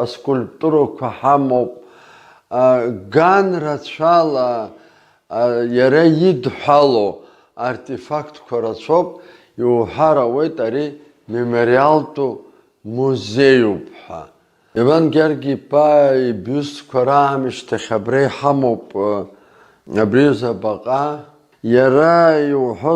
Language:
Abkhazian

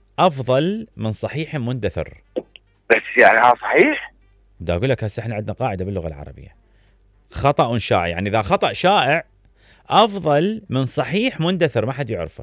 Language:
Mesopotamian Arabic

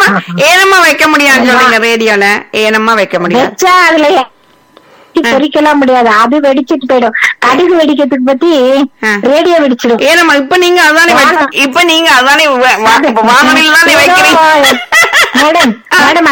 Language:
Tamil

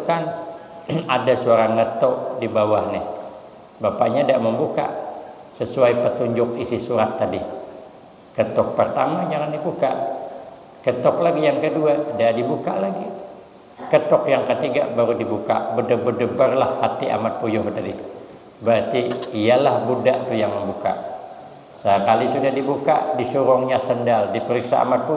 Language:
Banjar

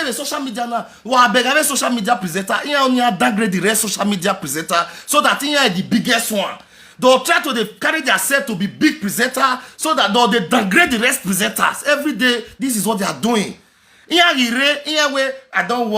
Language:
Nigerian Pidgin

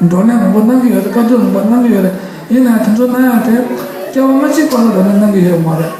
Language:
Tibetan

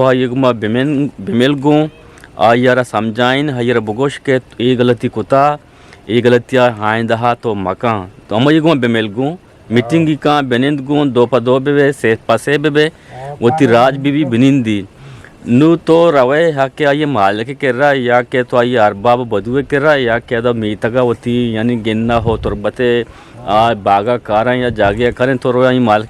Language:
Eastern Balochi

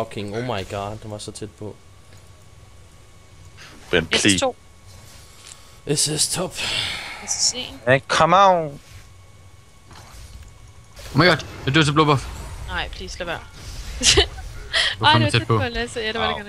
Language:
Danish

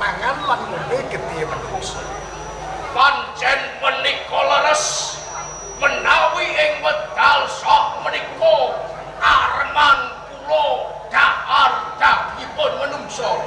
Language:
Javanese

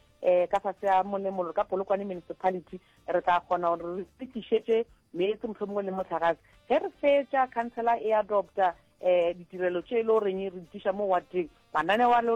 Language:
Northern Sotho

